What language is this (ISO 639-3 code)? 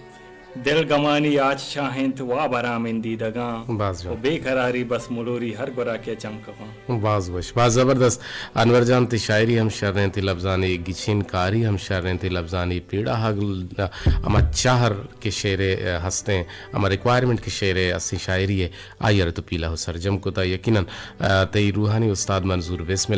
bgp